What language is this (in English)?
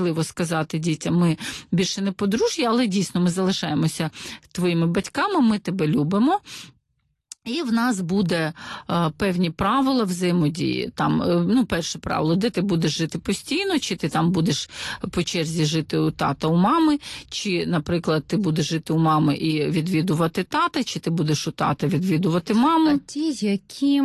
Ukrainian